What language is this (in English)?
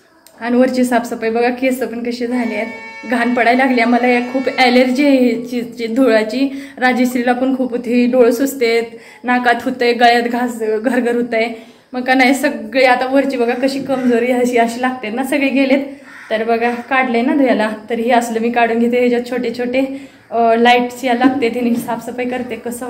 Marathi